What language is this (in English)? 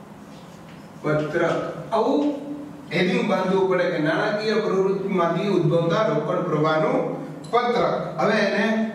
Gujarati